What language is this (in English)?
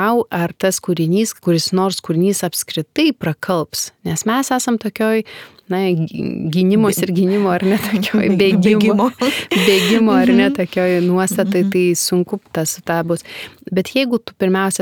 Lithuanian